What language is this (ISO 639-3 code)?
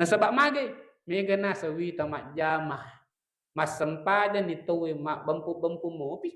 bug